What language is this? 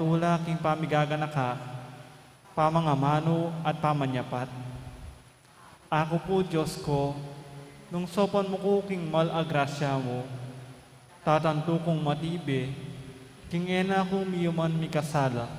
Pampanga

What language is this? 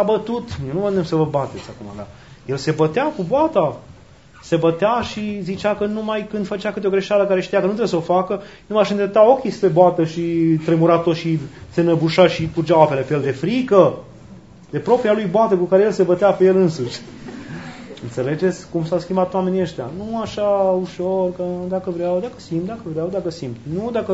Romanian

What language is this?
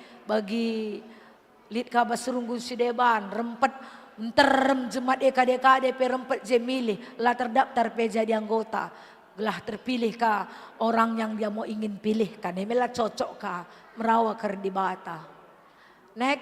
Batak Karo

